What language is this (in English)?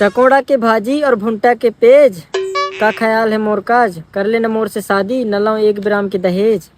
Chhattisgarhi